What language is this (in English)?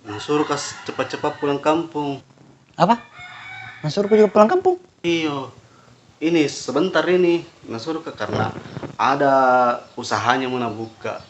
Makassar Malay